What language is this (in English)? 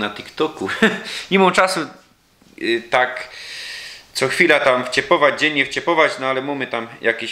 Silesian